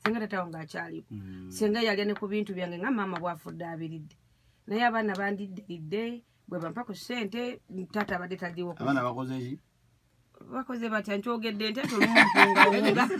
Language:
Ganda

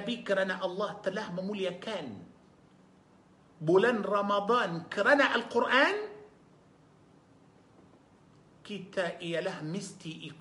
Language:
Malay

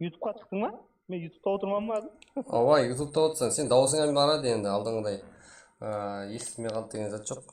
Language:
Kara-Kalpak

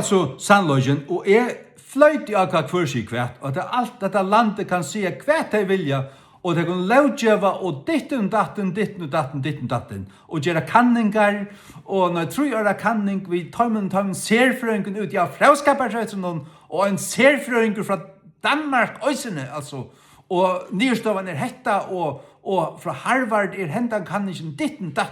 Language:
Faroese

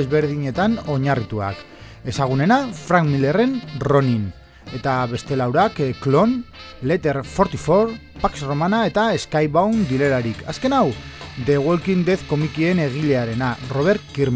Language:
Basque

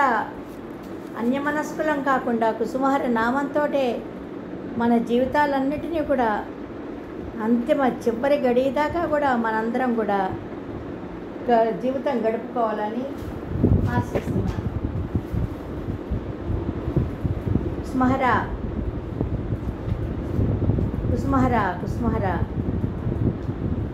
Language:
Telugu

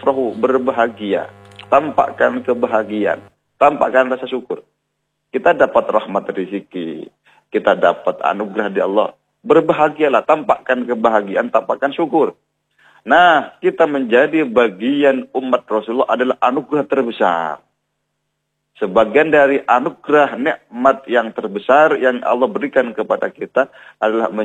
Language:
Indonesian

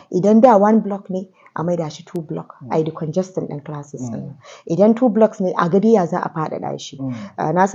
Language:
Hausa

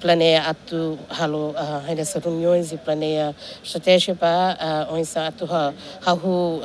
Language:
Tetum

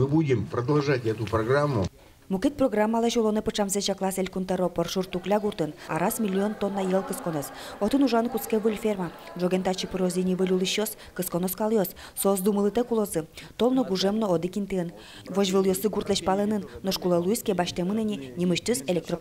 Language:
Udmurt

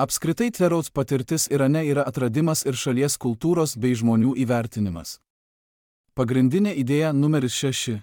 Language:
Lithuanian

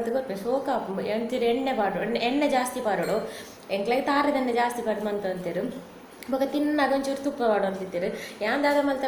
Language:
Tulu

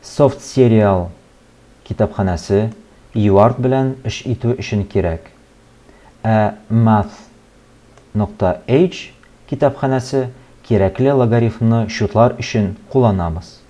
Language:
Tatar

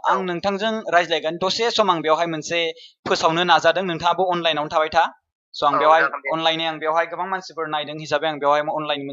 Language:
Bodo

